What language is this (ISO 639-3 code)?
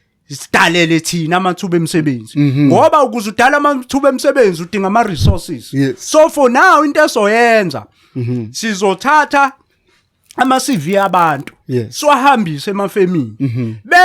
zul